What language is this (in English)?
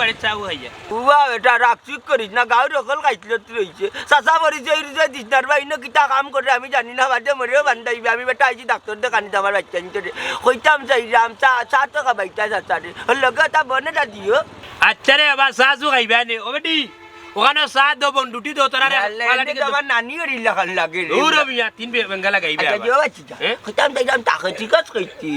Sylheti